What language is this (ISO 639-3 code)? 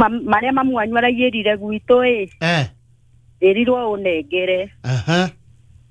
kik